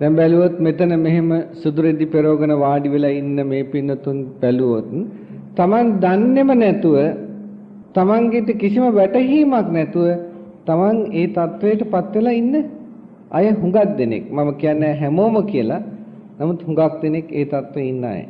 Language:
Sinhala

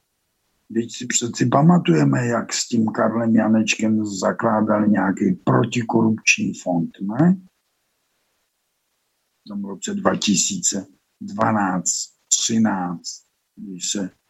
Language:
Czech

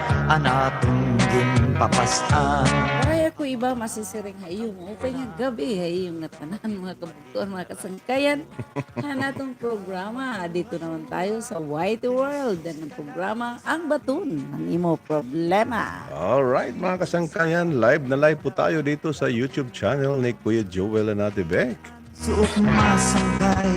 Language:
Waray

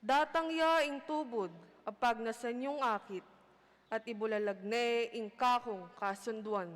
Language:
Pampanga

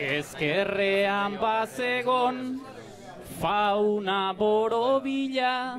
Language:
Basque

